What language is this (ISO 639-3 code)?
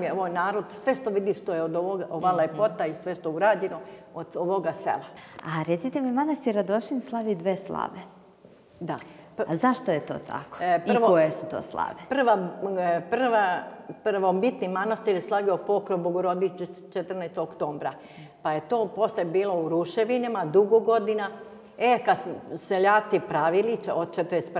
srp